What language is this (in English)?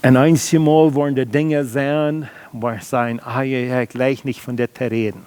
Plautdietsch